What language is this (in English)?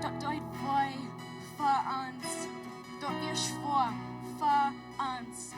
Plautdietsch